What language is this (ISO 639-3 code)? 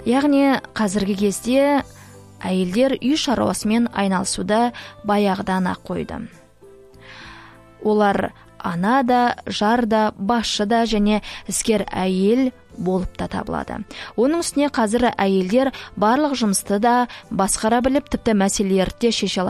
kaz